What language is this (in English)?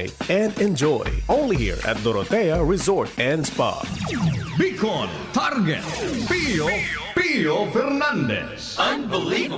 Bikol